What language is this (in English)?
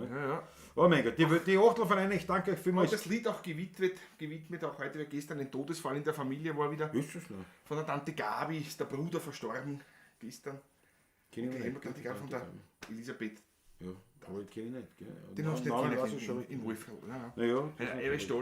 Bavarian